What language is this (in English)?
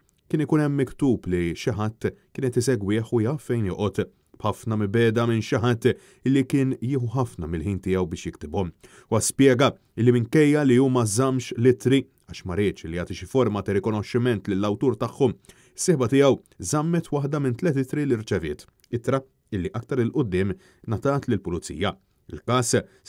Maltese